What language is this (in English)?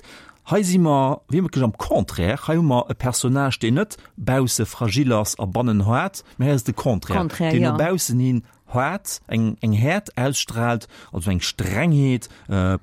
Luxembourgish